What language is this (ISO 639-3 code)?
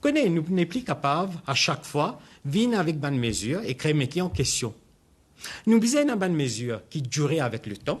mfe